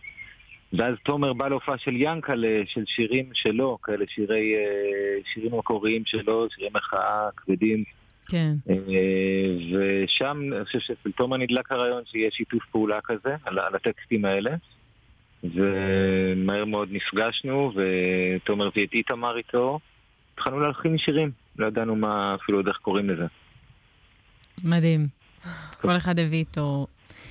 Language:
Hebrew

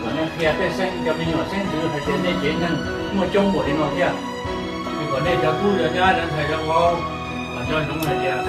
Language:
Hmong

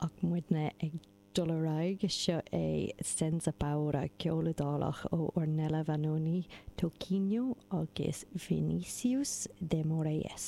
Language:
Irish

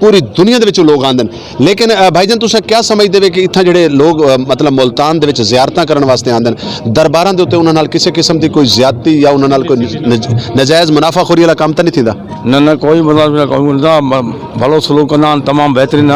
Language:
Saraiki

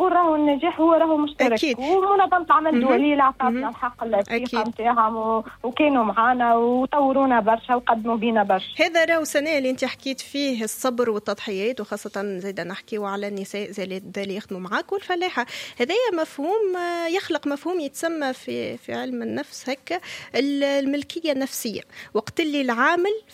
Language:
Tunisian Arabic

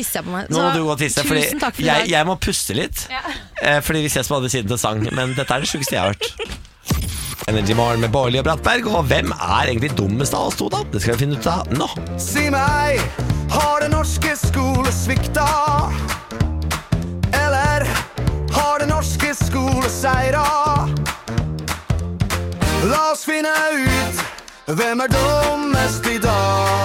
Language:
Norwegian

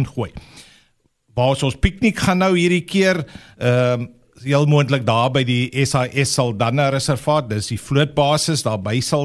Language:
Afrikaans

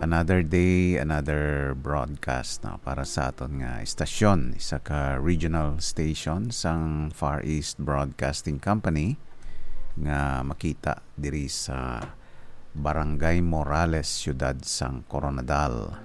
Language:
Hiligaynon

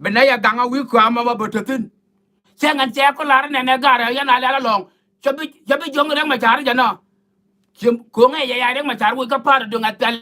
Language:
Nuer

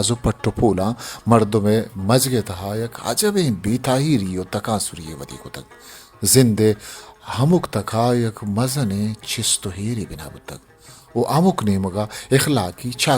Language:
Eastern Balochi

